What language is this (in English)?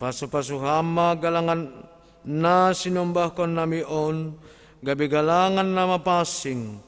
Batak Simalungun